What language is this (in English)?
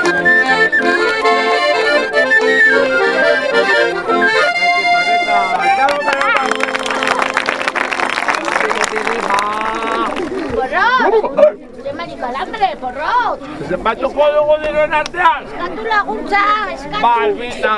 Basque